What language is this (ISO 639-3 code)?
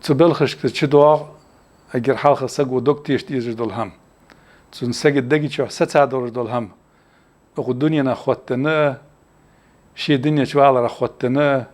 inh